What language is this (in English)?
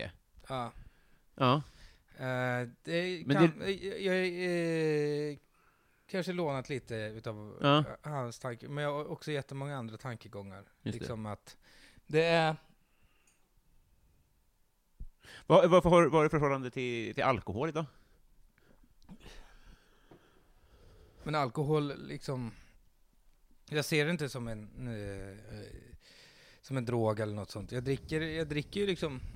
Swedish